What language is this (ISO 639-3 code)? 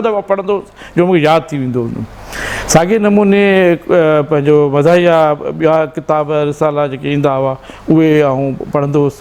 snd